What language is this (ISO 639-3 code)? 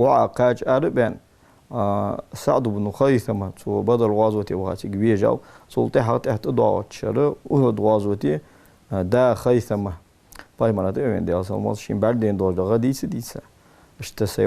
inh